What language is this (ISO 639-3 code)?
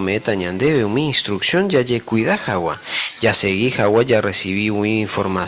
grn